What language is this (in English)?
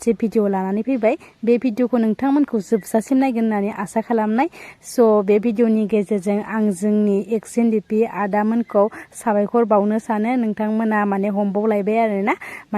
Bodo